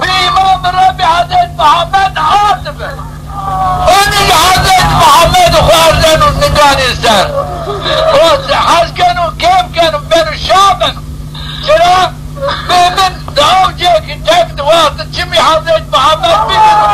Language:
Zaza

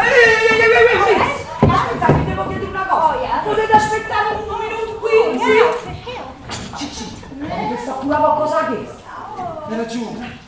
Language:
Neapolitan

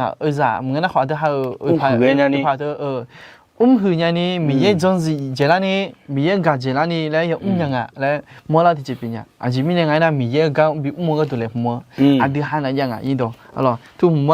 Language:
Akha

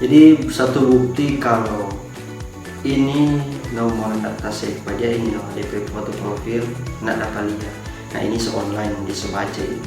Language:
Manado Malay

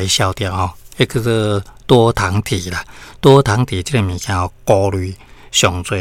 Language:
Min Nan Chinese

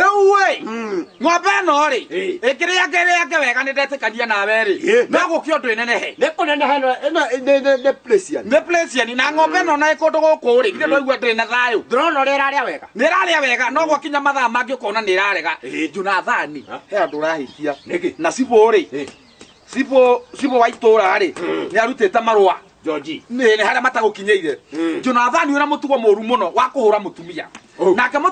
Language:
Kikuyu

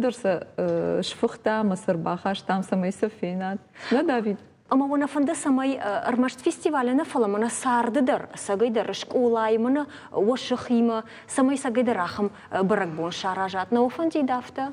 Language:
Ossetic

